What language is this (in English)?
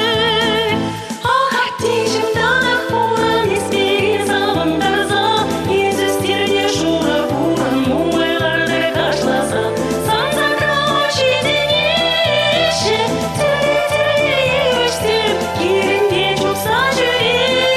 Chuvash